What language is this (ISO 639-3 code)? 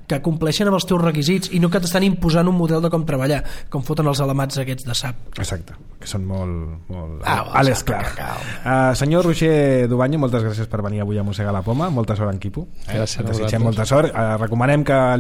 cat